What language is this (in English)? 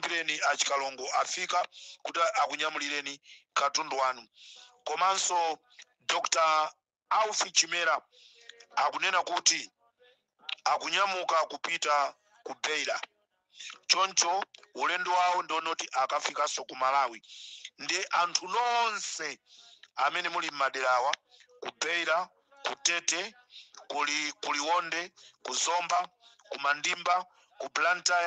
Nyanja